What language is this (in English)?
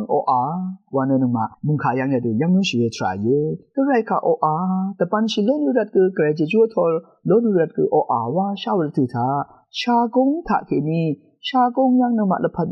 Rawang